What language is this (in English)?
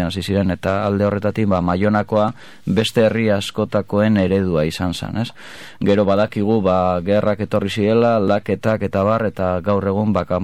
Basque